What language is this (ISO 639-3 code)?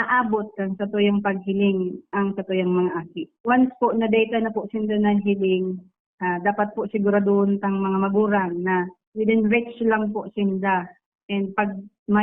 bik